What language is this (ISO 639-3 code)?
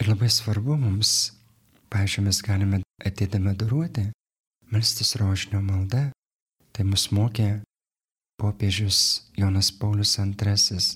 lit